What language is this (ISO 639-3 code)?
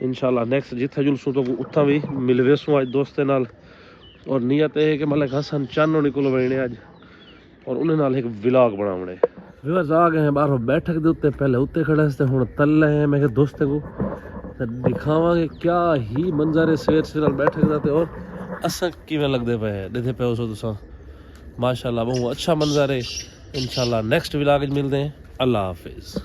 skr